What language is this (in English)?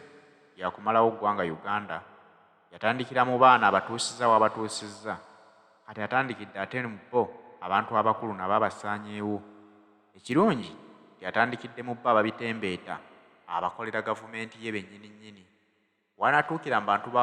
Ganda